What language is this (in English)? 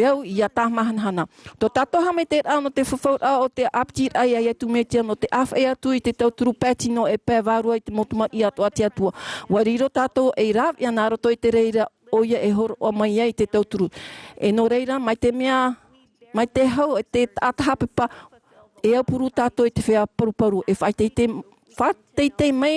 Tahitian